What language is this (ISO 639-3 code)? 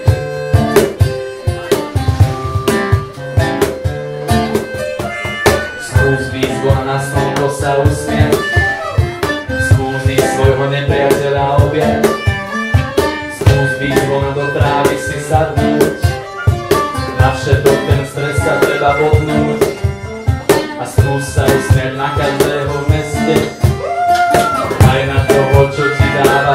slk